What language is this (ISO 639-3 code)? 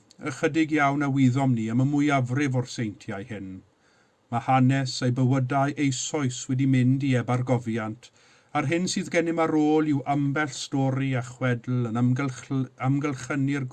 cym